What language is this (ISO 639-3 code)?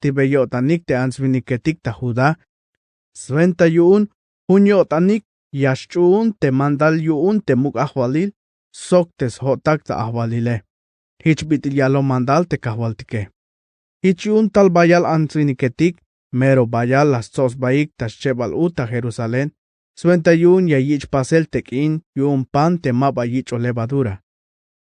tzh